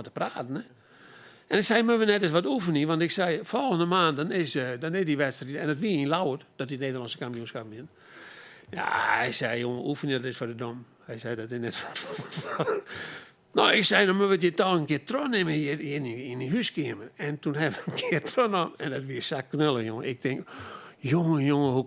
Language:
Western Frisian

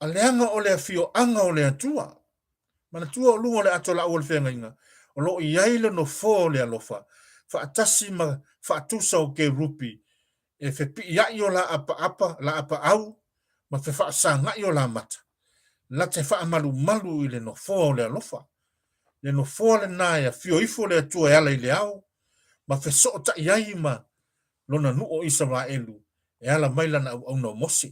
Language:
Samoan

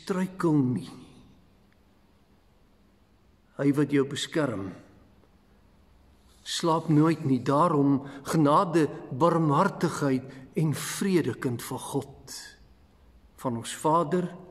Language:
Afrikaans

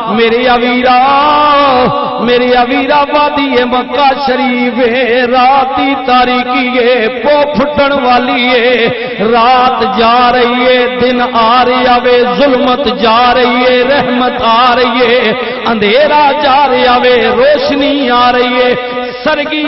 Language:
Urdu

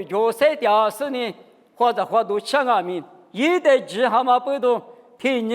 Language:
Lisu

